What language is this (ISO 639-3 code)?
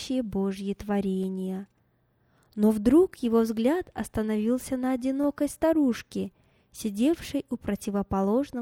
rus